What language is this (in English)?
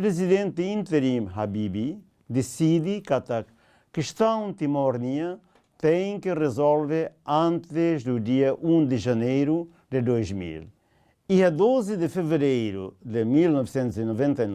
Tetum